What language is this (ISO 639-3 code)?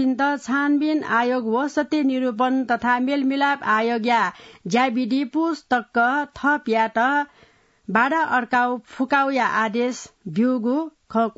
new